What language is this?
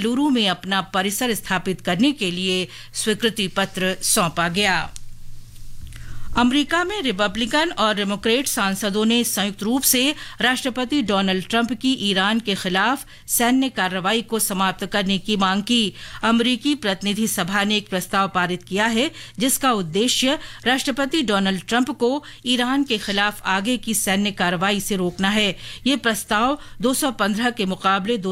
Hindi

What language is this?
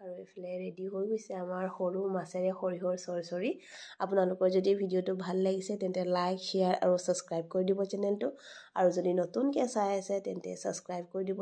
Assamese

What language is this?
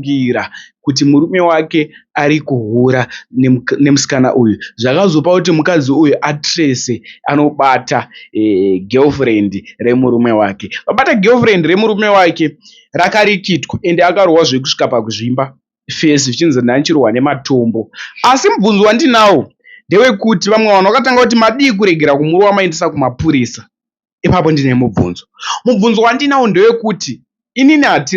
Shona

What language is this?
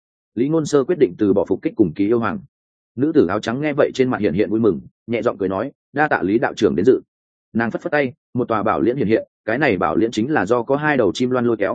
Vietnamese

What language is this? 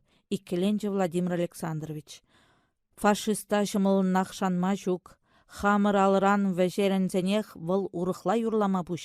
Chuvash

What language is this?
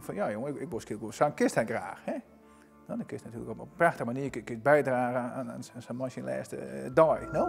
Western Frisian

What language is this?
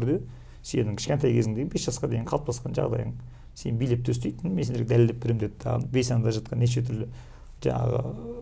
Kazakh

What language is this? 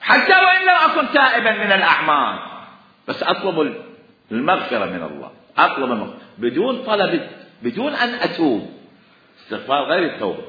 Mesopotamian Arabic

